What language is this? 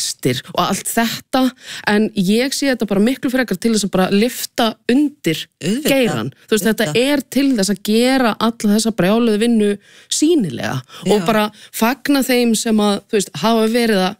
Icelandic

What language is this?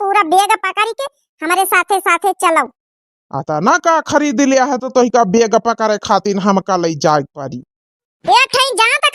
Awadhi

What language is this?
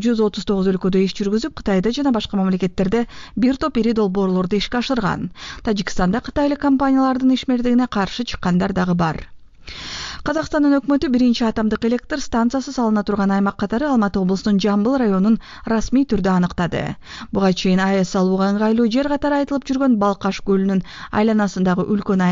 Kyrgyz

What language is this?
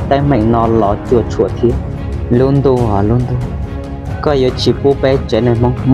Hmong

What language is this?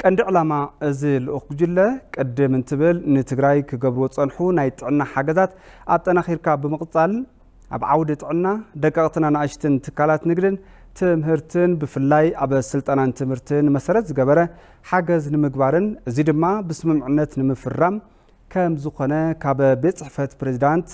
Tigrinya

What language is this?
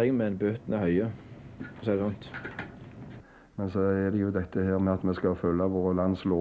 Norwegian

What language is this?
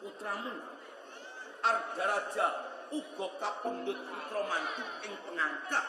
Javanese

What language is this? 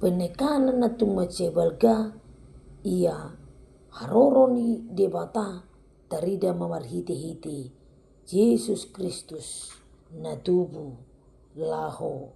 Batak Toba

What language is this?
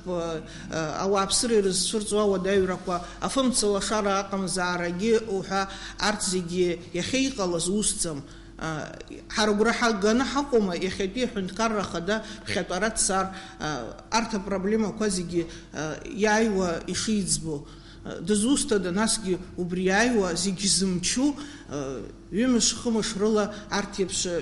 Abkhazian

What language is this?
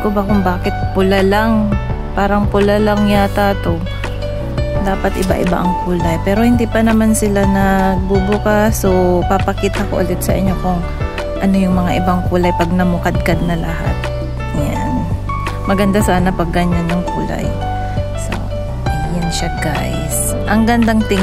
Filipino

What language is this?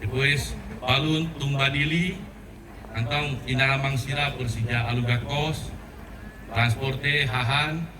Tetum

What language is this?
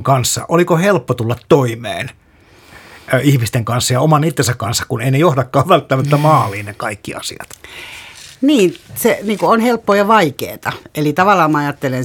Finnish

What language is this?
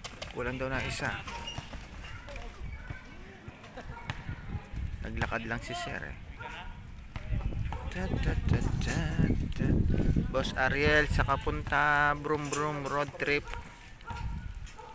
Filipino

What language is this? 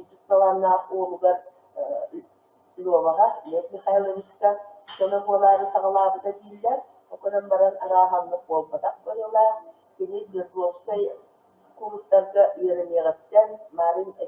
Yakut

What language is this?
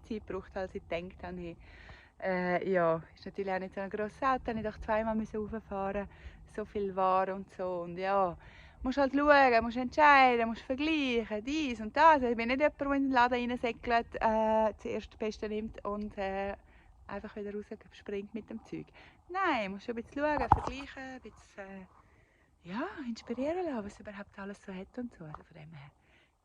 Swiss German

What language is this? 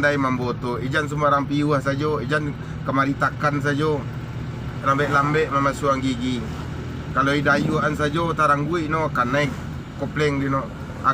Minangkabau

